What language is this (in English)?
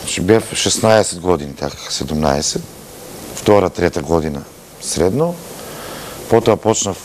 Macedonian